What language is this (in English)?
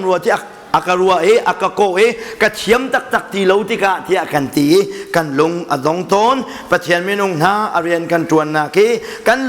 Hakha Chin